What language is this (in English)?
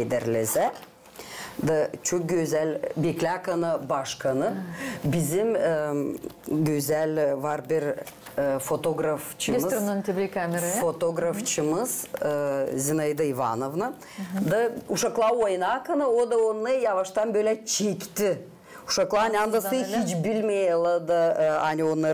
Gagauz